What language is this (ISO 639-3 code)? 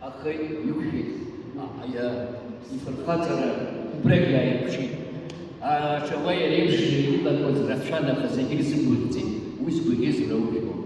abk